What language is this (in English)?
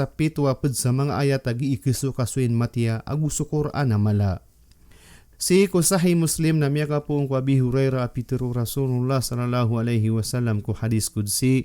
Maranao